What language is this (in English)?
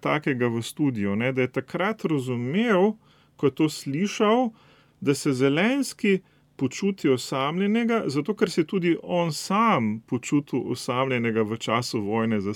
Slovenian